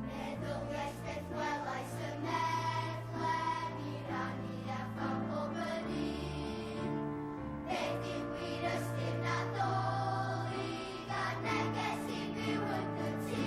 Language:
Welsh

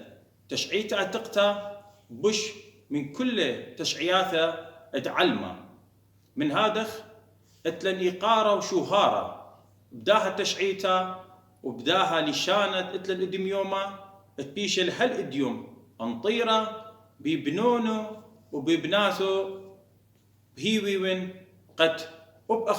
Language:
Assyrian Neo-Aramaic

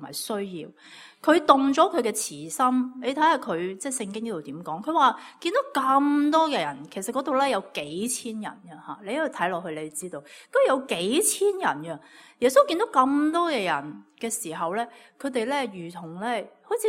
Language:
Cantonese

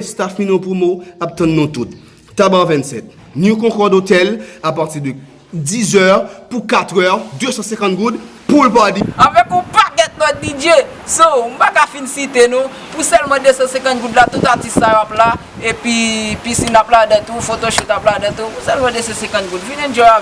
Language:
Haitian Creole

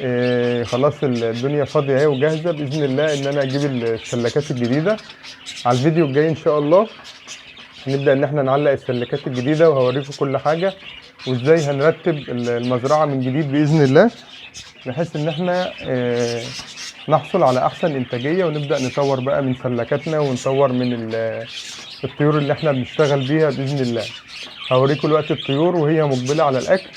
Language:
Egyptian Arabic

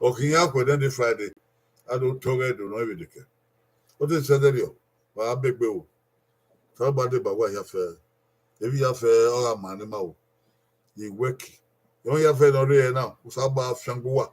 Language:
Bini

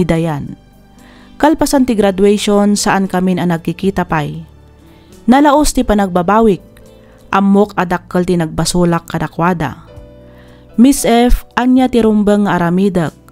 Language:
Iloko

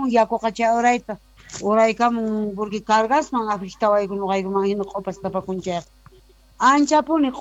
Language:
Quechua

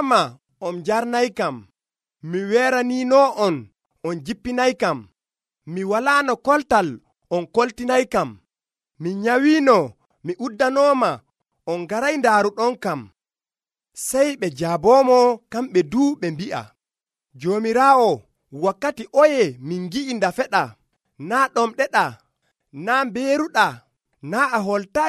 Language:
Nigerian Fulfulde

